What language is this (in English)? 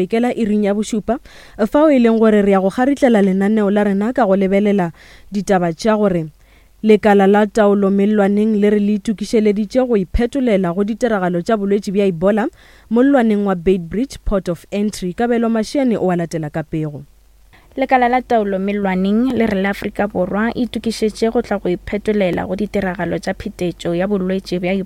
Northern Sotho